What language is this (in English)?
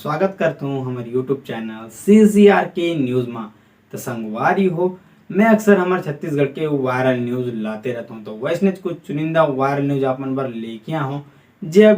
Chhattisgarhi